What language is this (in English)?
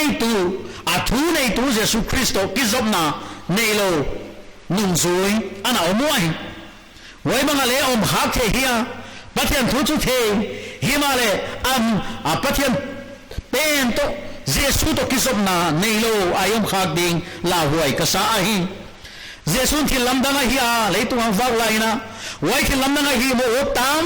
Paite Chin